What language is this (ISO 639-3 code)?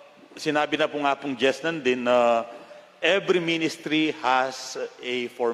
pam